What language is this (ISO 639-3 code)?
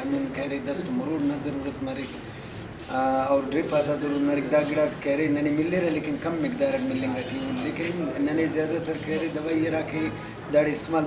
brh